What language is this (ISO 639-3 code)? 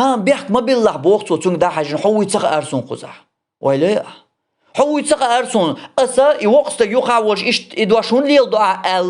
che